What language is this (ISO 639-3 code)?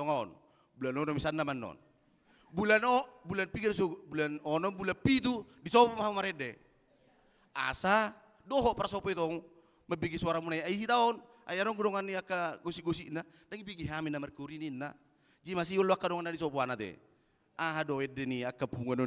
bbc